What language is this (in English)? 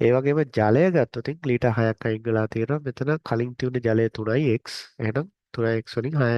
Sinhala